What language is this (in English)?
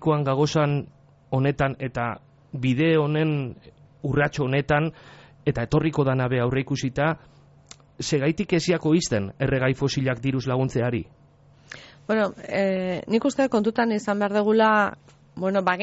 Basque